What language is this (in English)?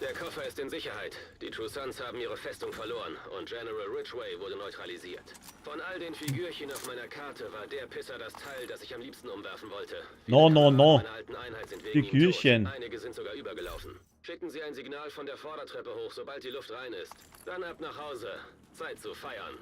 Bavarian